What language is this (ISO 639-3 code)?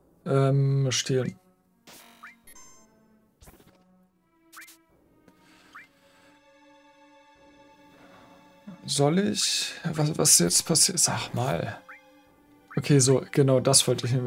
deu